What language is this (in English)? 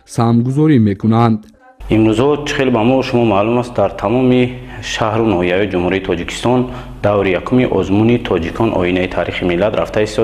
Tajik